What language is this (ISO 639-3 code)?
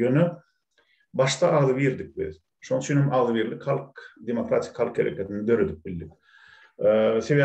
tuk